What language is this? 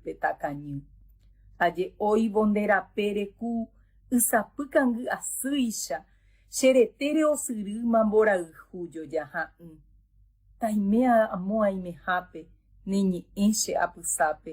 Guarani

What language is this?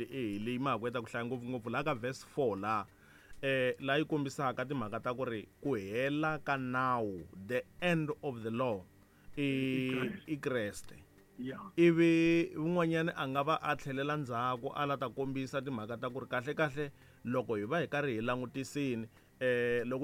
Tsonga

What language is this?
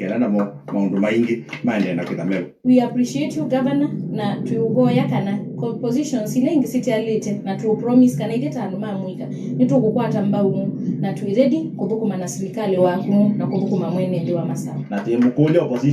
Kamba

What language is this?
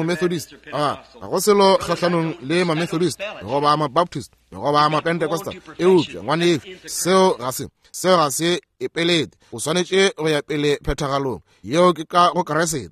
Northern Sotho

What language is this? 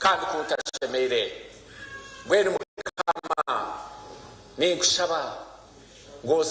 Nyankole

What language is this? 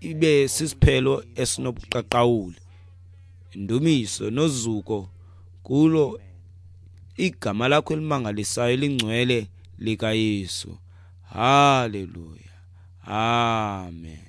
Xhosa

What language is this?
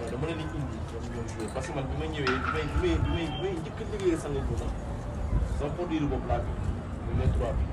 Wolof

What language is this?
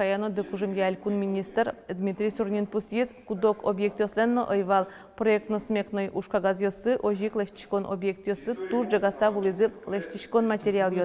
Udmurt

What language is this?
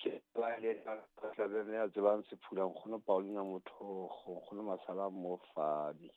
Southern Sotho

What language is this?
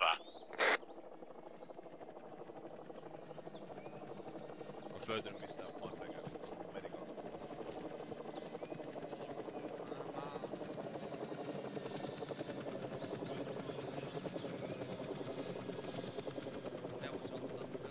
Finnish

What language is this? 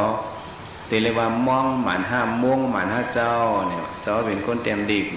Shan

